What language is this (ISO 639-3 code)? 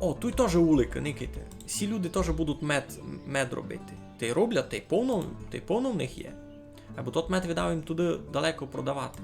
rue